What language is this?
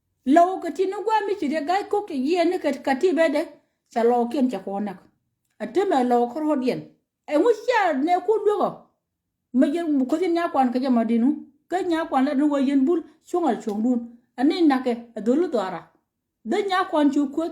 Nuer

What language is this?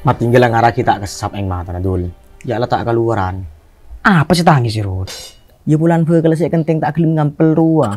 Madurese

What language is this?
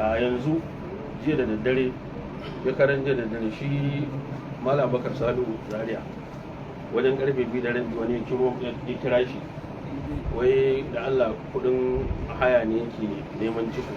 Hausa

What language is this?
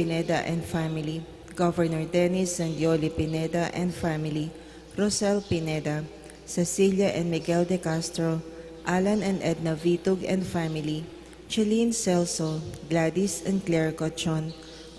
Pampanga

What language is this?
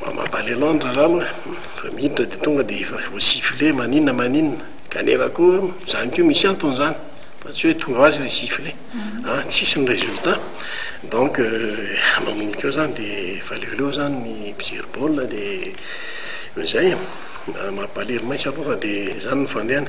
Malagasy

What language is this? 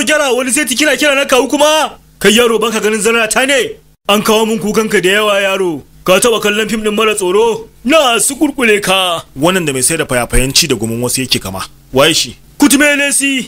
Hausa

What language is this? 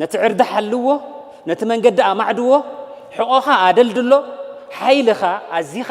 Tigrinya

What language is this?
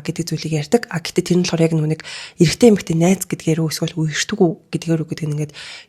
Mongolian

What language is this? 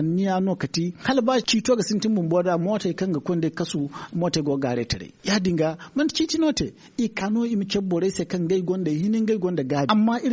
Zarma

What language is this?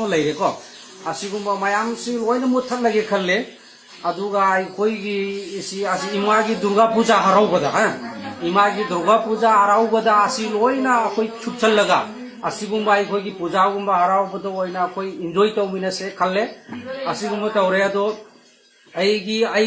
Manipuri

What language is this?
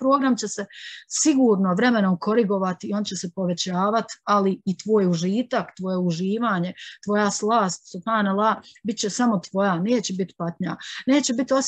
Bosnian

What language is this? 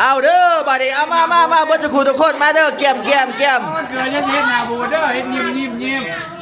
Lao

